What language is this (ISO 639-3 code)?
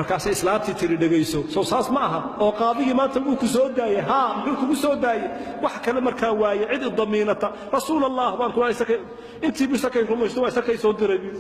som